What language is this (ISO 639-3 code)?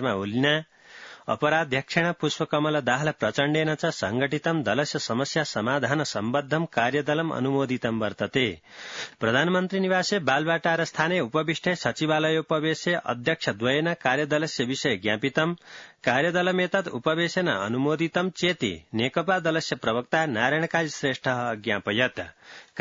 san